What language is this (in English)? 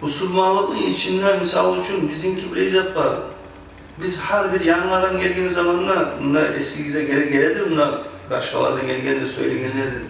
Kumyk